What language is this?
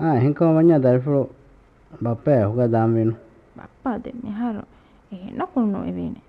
Divehi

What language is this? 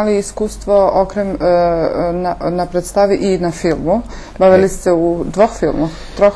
Rusyn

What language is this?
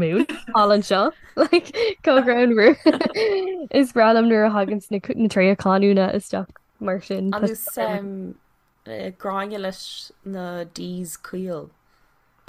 Irish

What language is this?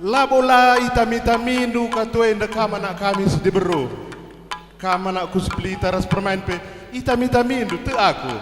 Batak Karo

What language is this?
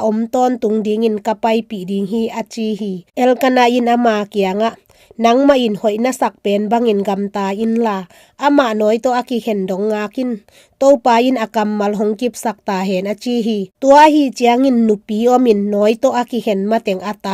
Tedim Chin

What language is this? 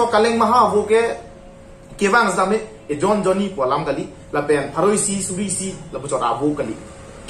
Karbi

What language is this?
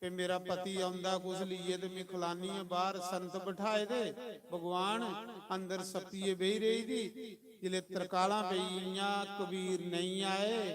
Dogri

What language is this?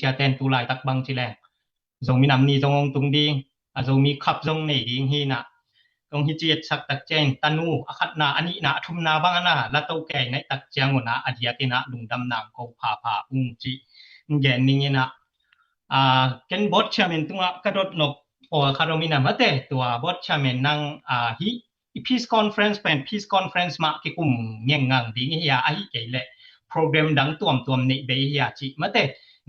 Tedim Chin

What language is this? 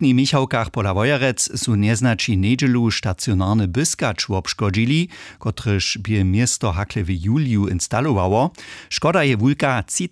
Upper Sorbian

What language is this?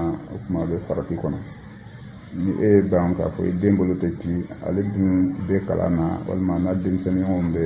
Bambara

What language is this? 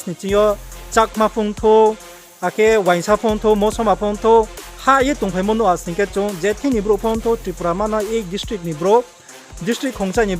Riang (India)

